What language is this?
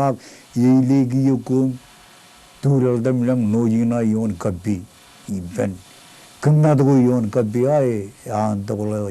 Marshallese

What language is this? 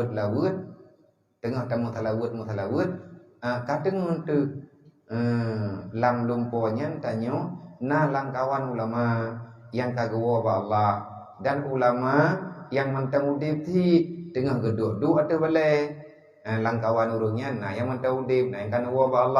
Achinese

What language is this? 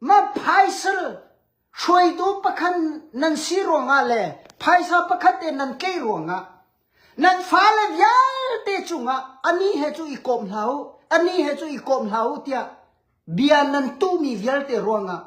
Hakha Chin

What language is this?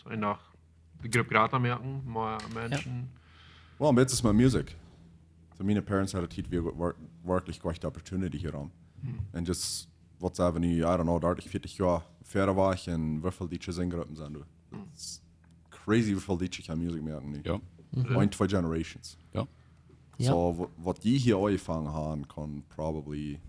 Plautdietsch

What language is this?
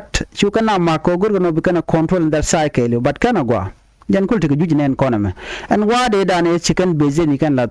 Nuer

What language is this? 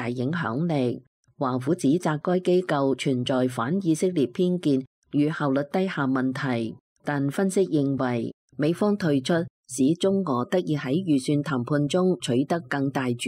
Cantonese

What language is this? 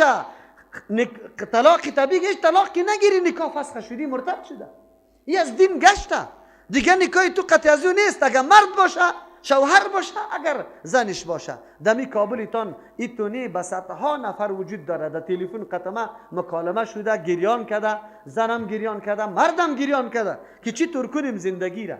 Persian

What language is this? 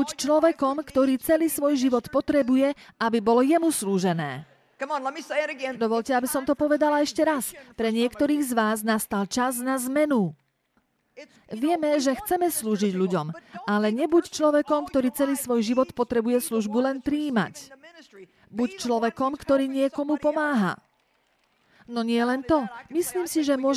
Slovak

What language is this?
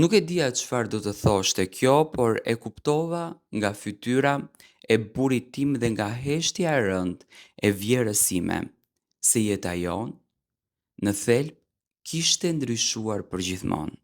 Albanian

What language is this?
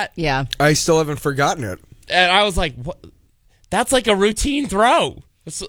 English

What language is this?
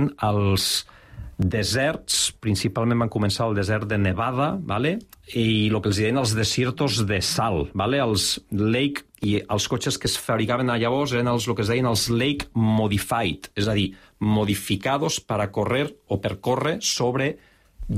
Catalan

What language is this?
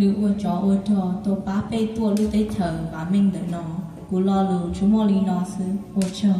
Hmong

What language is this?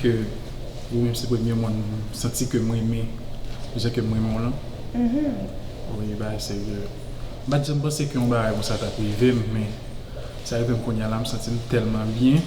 Haitian Creole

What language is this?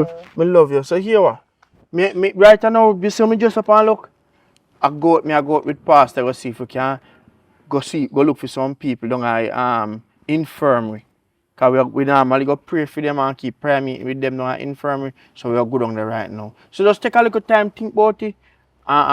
Jamaican Creole English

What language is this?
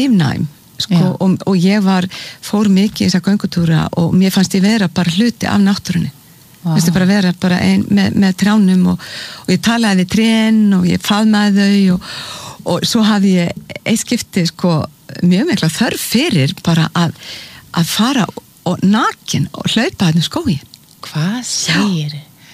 Icelandic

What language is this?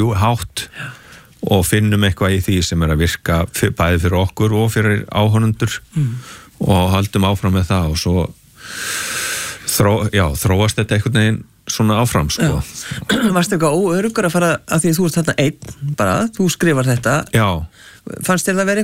Icelandic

